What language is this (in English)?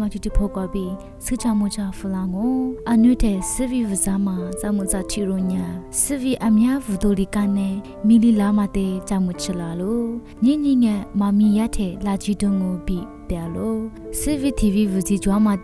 Lisu